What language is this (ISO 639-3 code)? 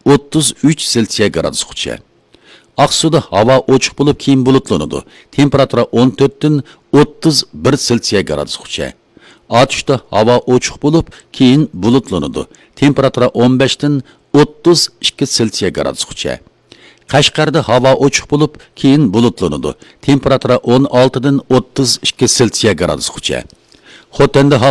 uig